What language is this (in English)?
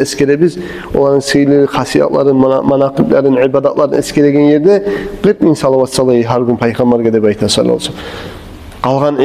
Kumyk